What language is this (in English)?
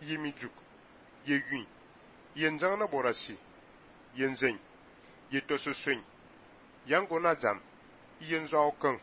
Fang